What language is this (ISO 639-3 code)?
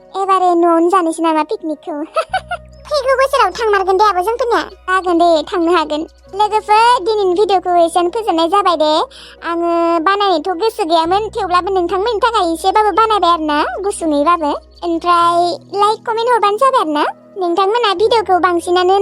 brx